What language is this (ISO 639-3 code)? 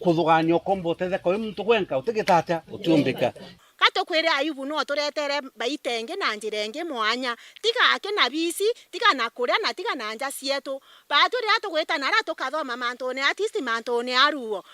mer